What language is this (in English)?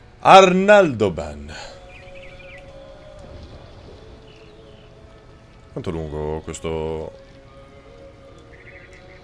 Italian